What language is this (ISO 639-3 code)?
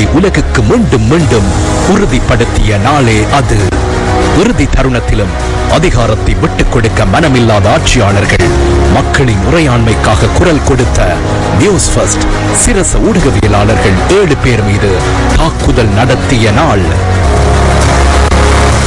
tam